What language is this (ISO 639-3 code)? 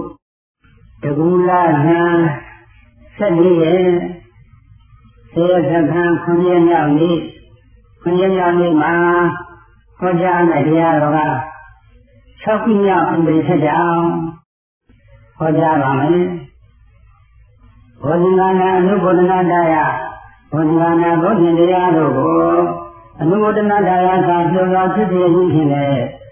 mya